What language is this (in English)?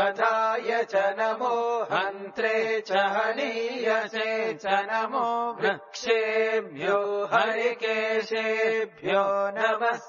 Sanskrit